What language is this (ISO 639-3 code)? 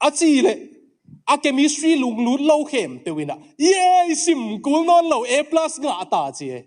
ctd